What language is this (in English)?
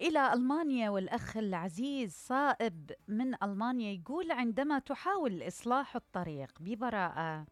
Mesopotamian Arabic